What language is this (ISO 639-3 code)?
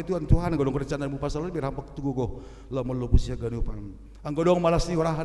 bts